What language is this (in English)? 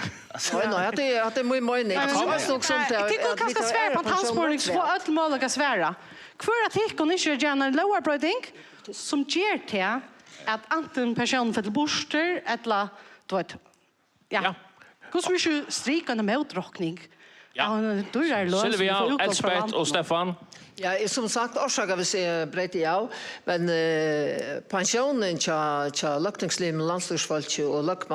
Faroese